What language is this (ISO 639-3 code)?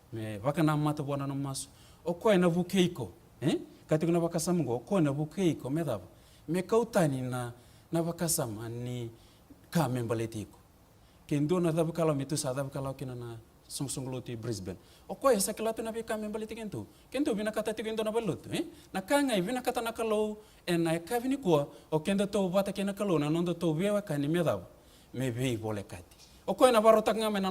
fij